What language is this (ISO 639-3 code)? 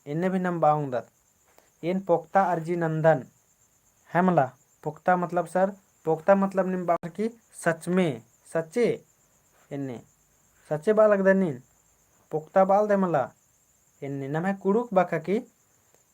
kru